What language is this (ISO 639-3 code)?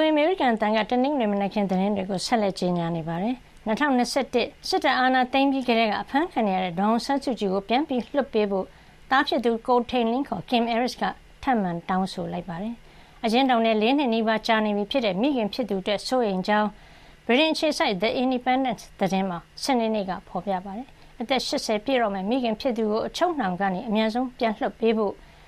mya